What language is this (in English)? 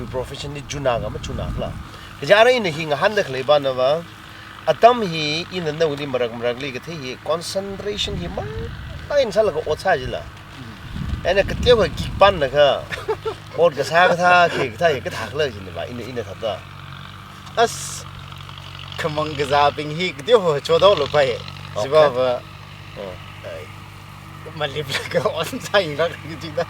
Tangkhul Naga (India)